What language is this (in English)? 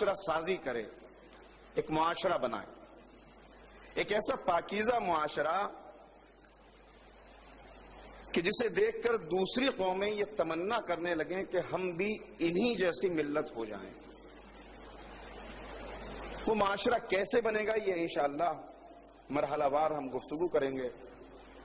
Urdu